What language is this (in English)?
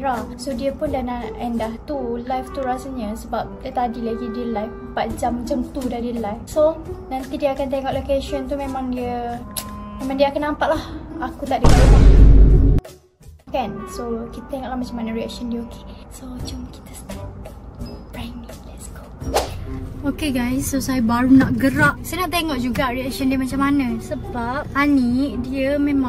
Malay